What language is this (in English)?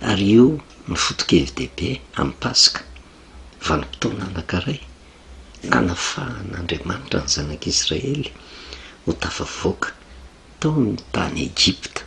Malagasy